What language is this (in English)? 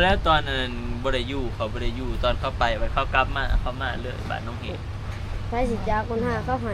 Northeastern Thai